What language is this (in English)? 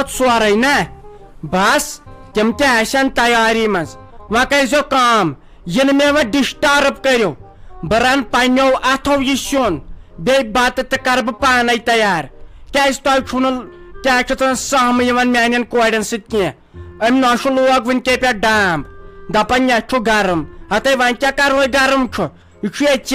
Kashmiri